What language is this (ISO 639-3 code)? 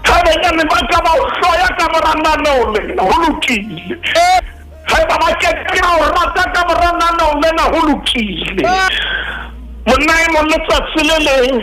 sot